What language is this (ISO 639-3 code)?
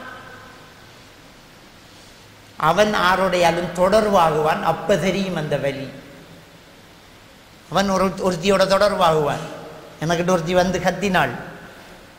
tam